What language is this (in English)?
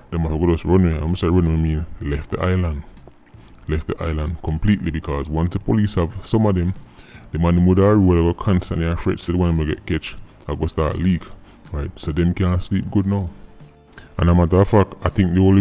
Jamaican Creole English